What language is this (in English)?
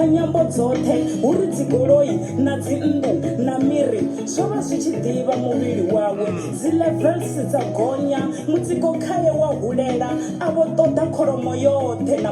Venda